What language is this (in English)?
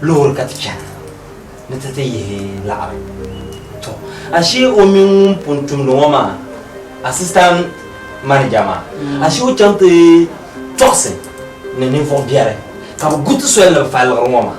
Dagbani